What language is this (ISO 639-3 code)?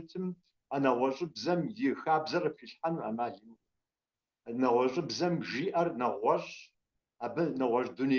kbd